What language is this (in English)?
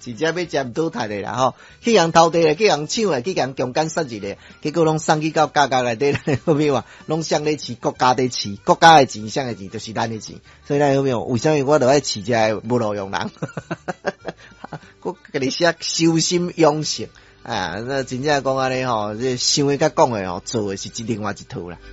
Min Nan Chinese